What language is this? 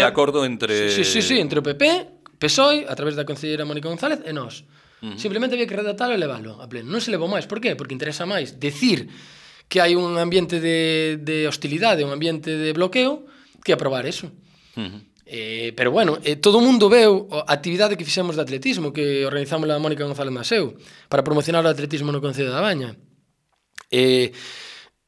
Galician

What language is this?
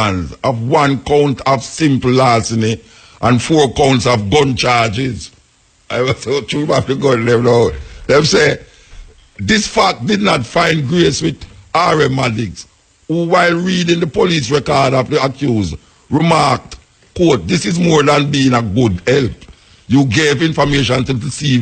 Jamaican Creole English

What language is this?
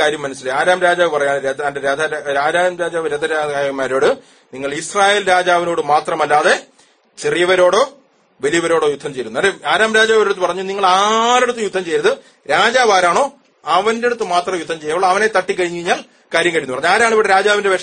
Malayalam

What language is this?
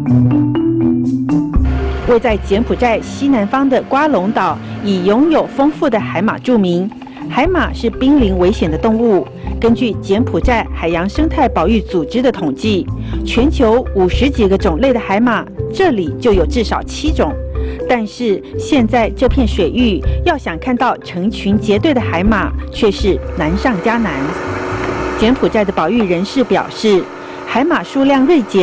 Chinese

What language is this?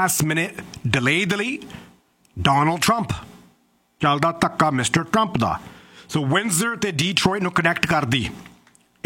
Punjabi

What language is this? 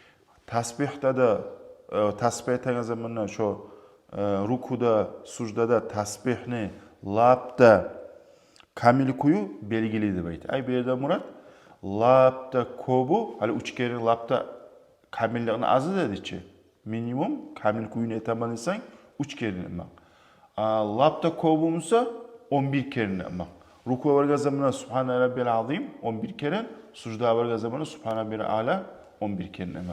Kumyk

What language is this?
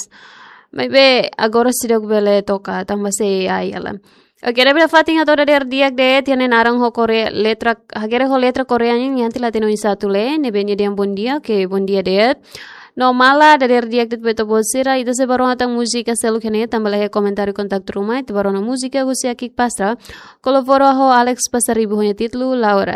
Tetum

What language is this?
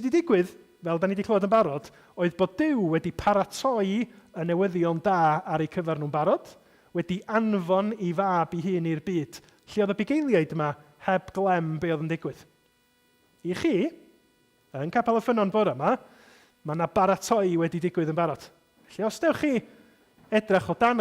Welsh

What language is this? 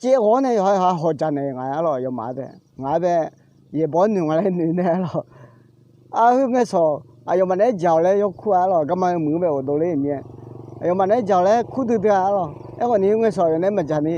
Akha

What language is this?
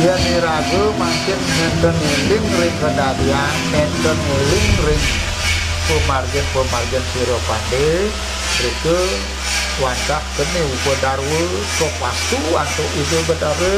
Balinese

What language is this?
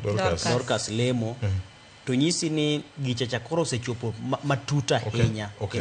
Luo (Kenya and Tanzania)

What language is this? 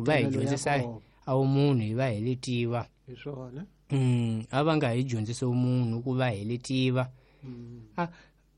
Tsonga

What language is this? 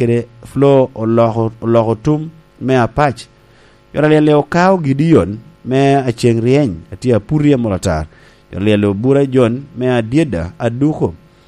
Lango (Uganda)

